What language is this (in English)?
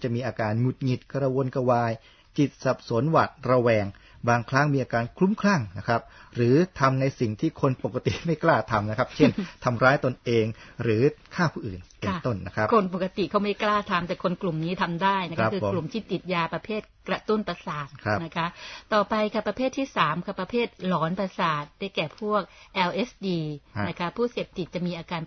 Thai